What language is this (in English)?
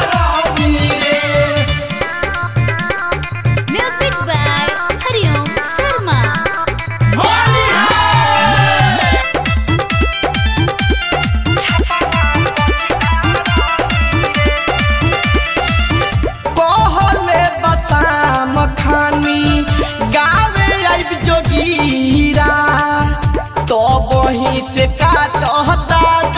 Bhojpuri